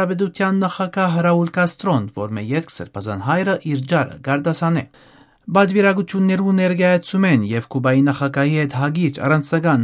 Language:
Western Armenian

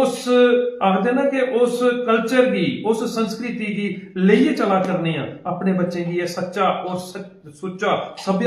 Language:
Dogri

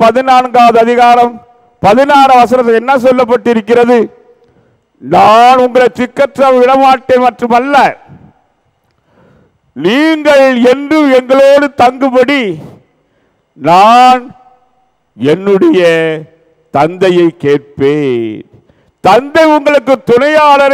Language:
Tamil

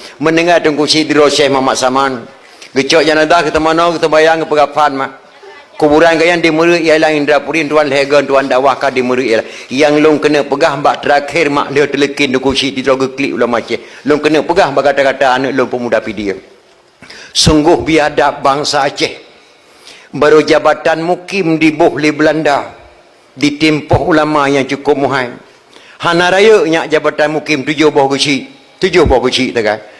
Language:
Achinese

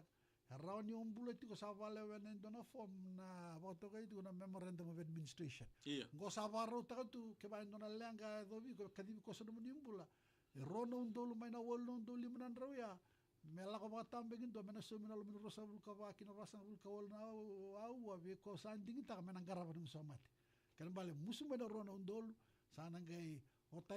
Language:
Fijian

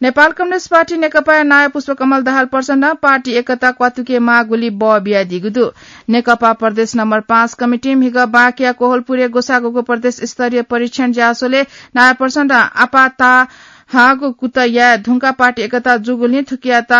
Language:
Newari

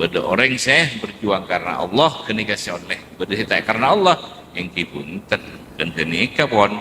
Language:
Madurese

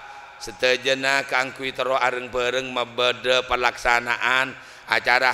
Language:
Madurese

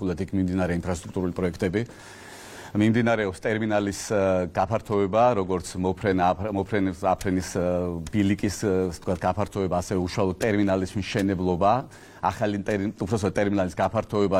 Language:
Georgian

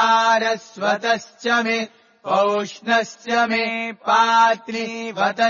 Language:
Sanskrit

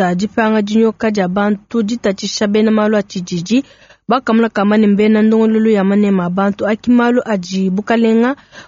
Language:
Luba-Lulua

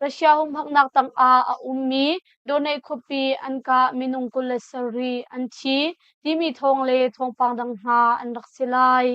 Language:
Hakha Chin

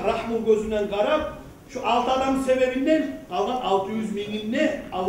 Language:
Kumyk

